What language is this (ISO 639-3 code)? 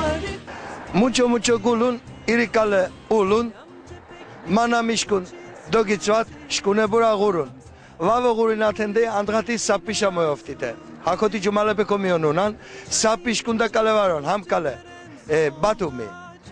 lzz